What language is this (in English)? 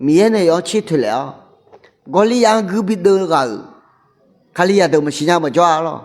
Akha